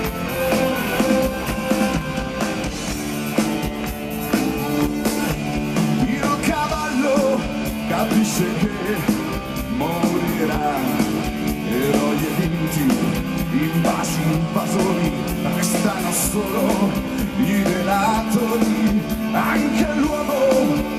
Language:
Italian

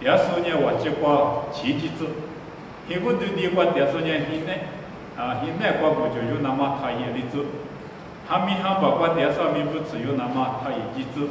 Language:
Lisu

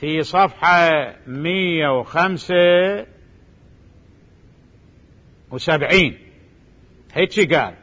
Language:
Mesopotamian Arabic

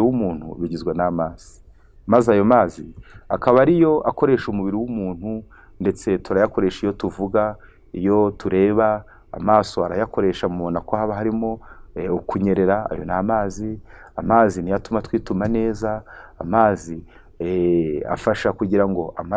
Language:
Kinyarwanda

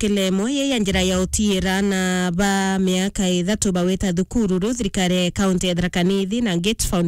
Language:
Meru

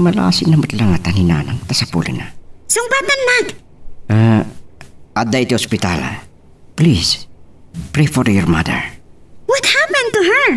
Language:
Iloko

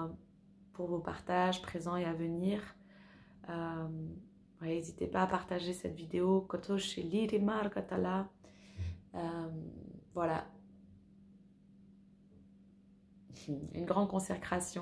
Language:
French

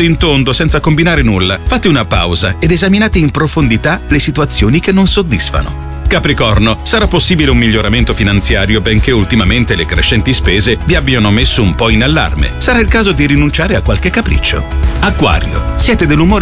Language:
Italian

